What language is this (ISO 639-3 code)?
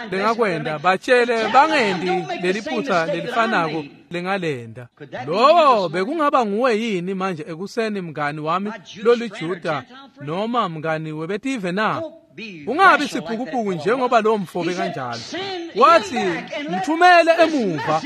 ssw